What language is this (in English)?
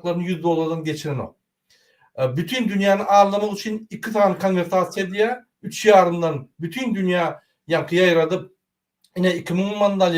Turkmen